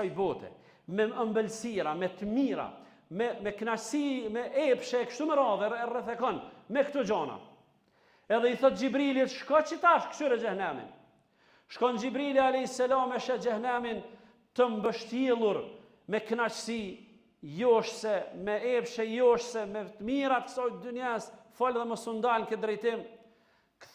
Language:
Albanian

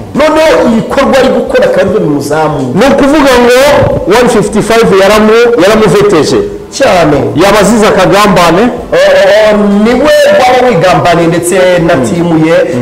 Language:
Kinyarwanda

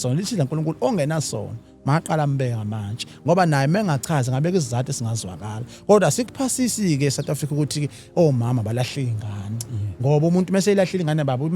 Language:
Zulu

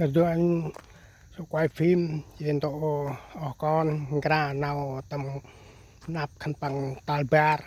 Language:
Central Mnong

